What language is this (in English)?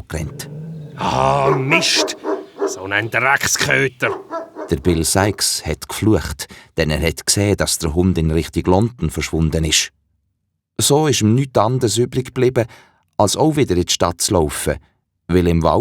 Swiss German